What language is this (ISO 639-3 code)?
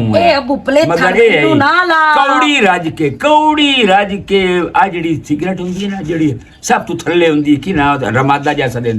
lah